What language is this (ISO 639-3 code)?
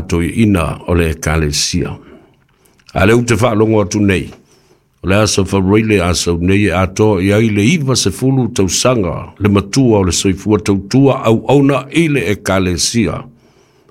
smo